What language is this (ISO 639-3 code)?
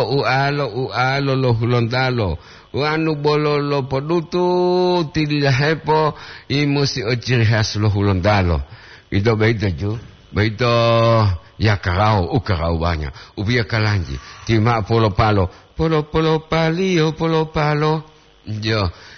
gor